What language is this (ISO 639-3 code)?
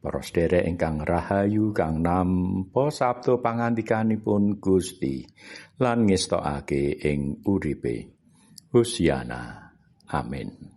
jav